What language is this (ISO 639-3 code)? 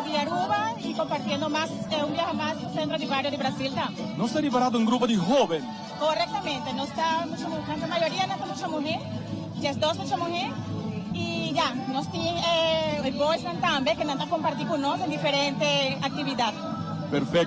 pap